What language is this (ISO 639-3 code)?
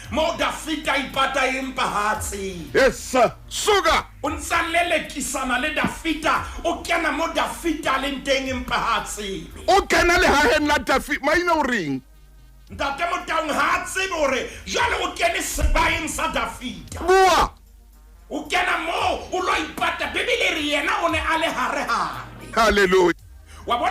sot